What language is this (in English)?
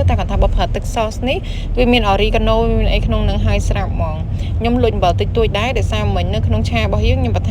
Khmer